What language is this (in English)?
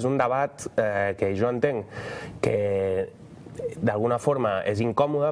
Catalan